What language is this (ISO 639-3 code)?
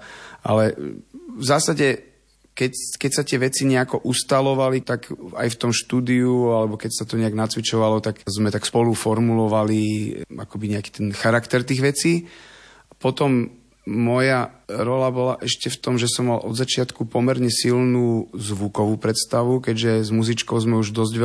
slk